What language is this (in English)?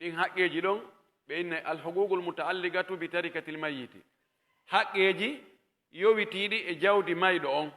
Pular